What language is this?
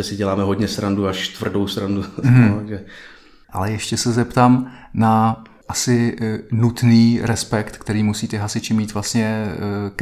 Czech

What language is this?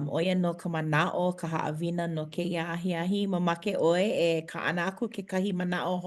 Hawaiian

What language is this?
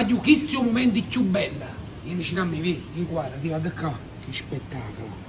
Neapolitan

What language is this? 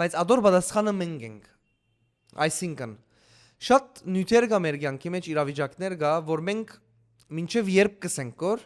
Western Armenian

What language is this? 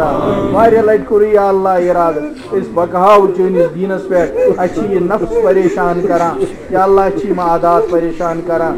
Kashmiri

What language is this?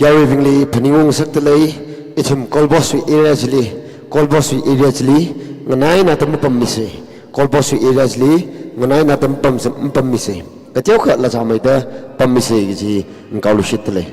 Tangkhul Naga (India)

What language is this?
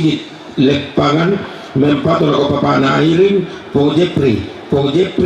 Toraja-Sa'dan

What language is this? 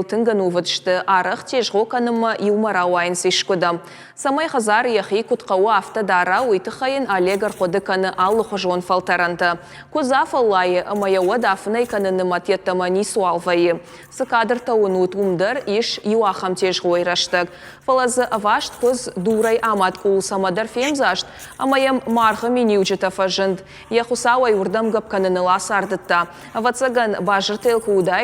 Ossetic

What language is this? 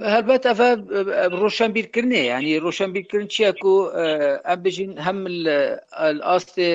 Kurdish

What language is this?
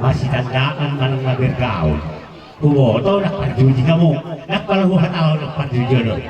Batak Toba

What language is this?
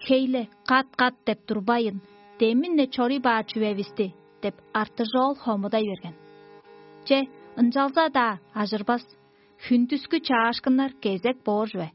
Tuvinian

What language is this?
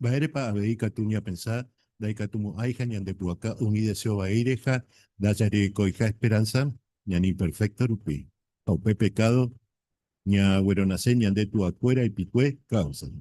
Guarani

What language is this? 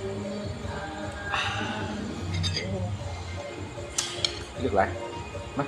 Lao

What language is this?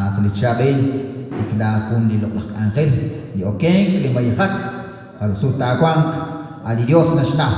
Kekchí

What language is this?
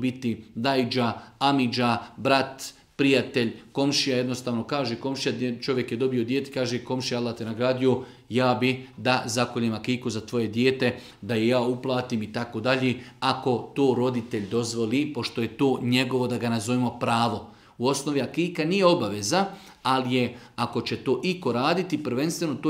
Bosnian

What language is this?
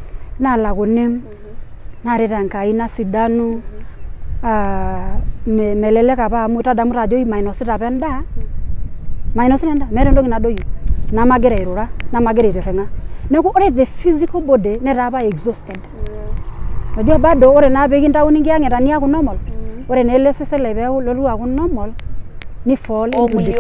Masai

